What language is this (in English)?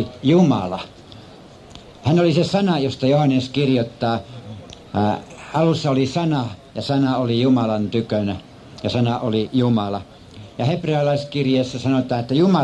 Finnish